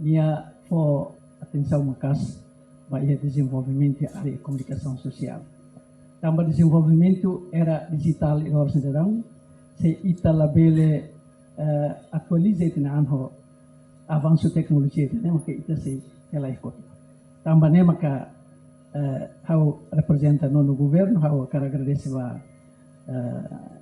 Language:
Tetum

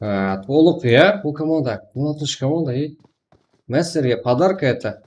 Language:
Kara-Kalpak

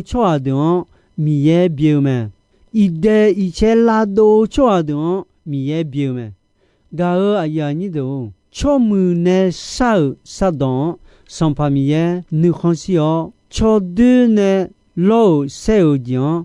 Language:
Akha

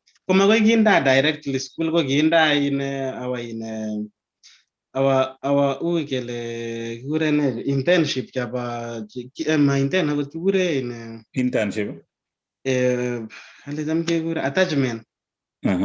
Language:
Kalenjin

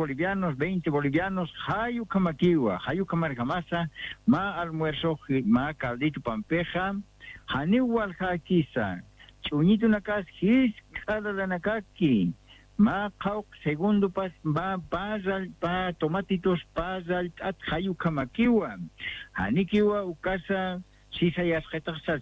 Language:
Aymara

